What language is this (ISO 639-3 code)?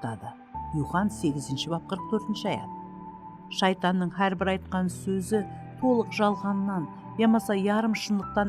kaa